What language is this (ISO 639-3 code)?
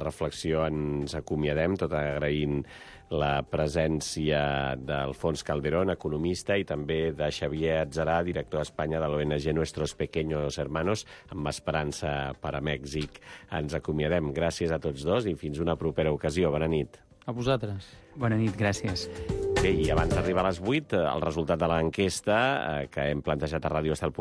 cat